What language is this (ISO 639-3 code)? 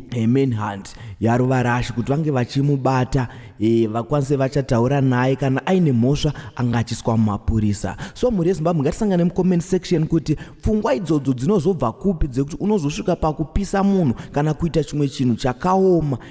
sna